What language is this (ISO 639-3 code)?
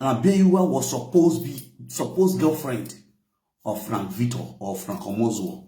pcm